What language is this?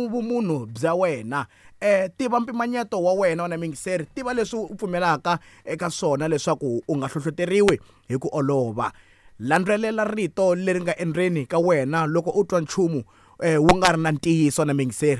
Tsonga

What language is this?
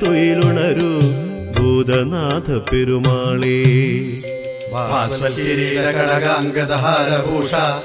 Malayalam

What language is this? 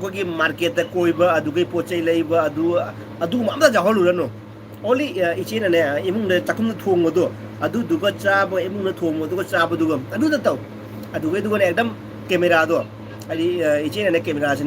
Manipuri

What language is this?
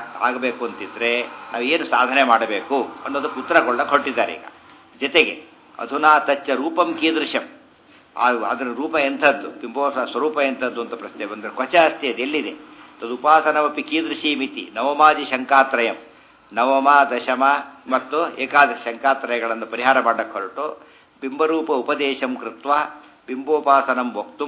Kannada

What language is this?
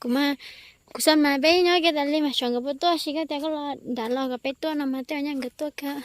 Hmong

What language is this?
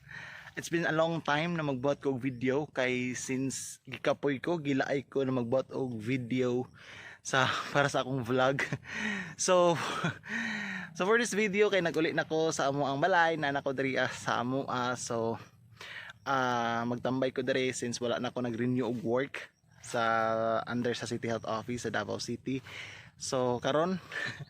Cebuano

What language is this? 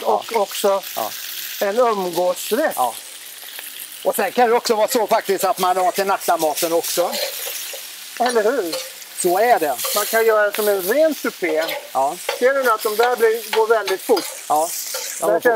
Swedish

